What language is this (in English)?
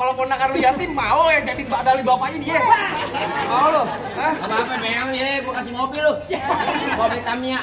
Betawi